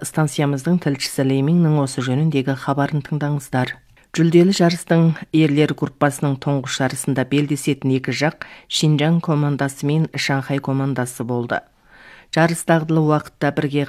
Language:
Kazakh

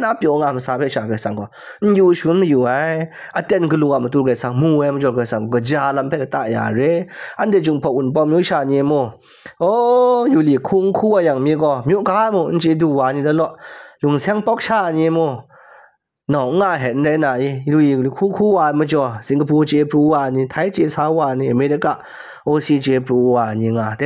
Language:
Kachin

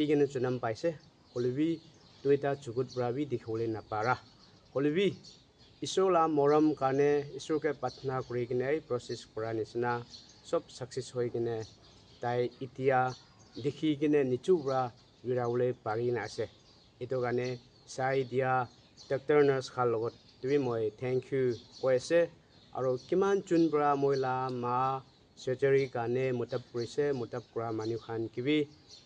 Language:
Naga Pidgin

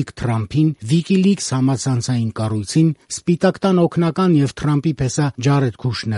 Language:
Armenian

